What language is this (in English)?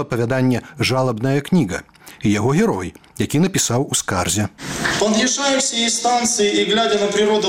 Belarusian